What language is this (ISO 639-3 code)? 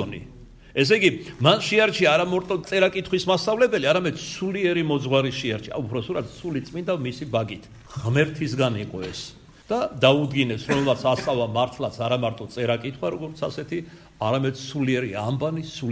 kat